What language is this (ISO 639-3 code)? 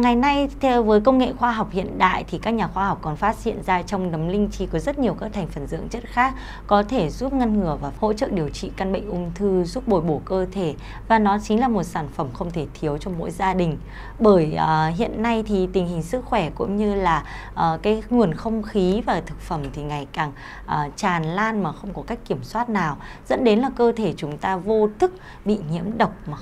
vie